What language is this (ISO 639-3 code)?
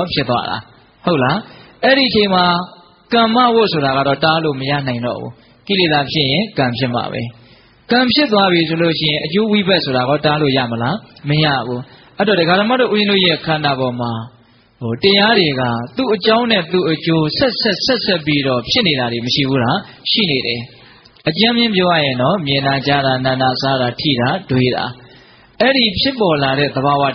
mya